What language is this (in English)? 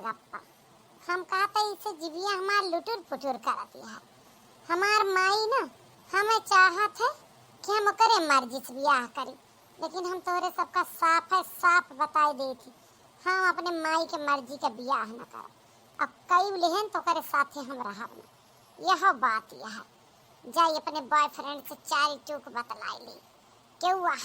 Awadhi